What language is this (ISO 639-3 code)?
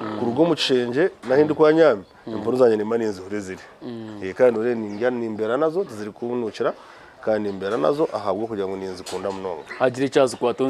nyn